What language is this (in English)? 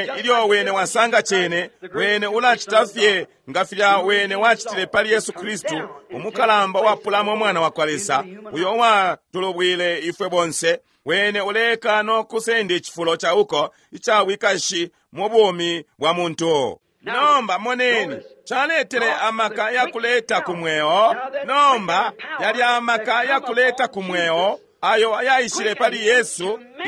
Bemba